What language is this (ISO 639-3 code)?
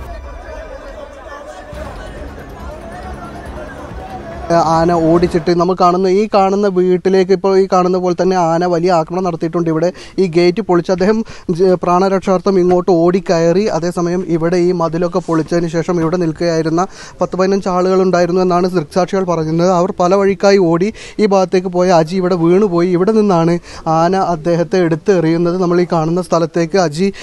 mal